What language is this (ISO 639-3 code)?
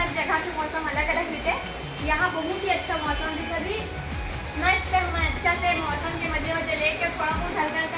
hne